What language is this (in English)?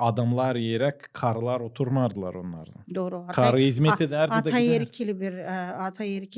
Gagauz